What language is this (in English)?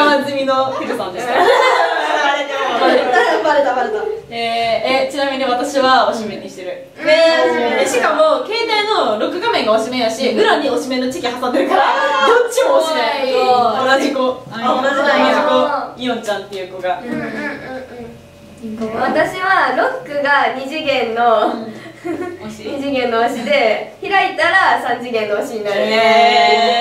Japanese